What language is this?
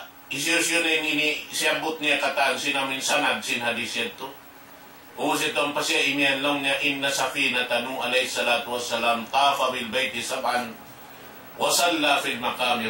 Tausug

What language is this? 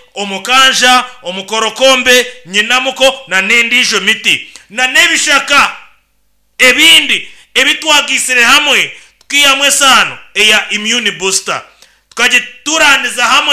Nyankole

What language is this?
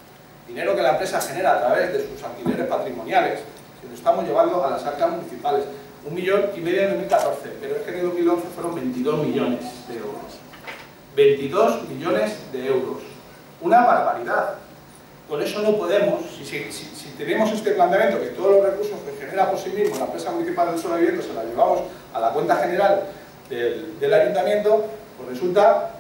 Spanish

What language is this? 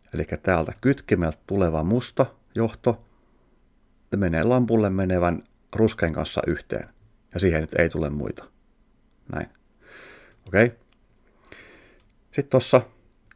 Finnish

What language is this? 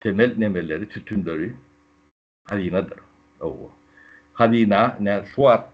Turkmen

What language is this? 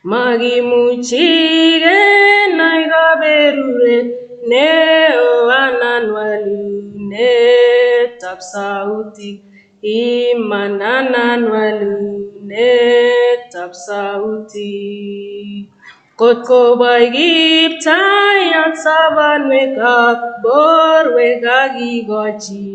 Kalenjin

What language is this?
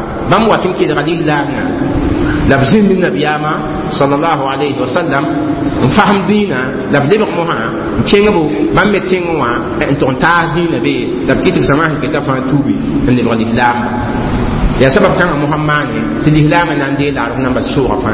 Mossi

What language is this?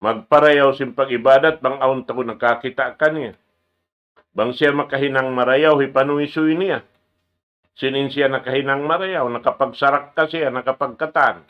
Tausug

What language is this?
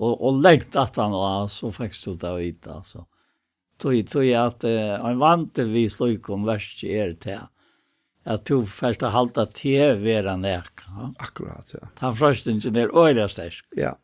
Faroese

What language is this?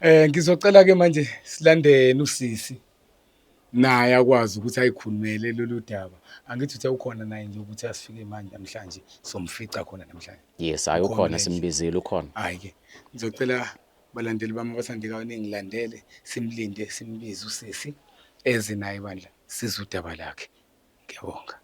Zulu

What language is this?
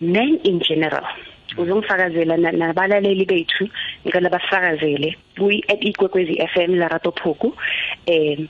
South Ndebele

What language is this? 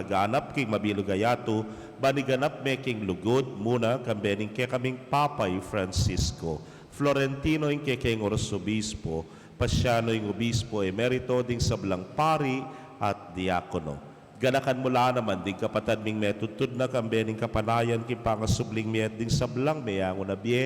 Pampanga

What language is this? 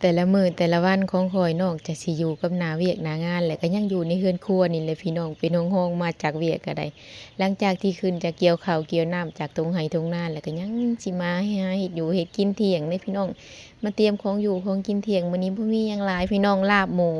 Lao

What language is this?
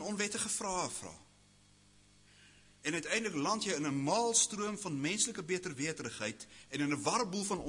Afrikaans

